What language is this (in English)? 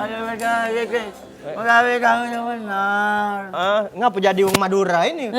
Musi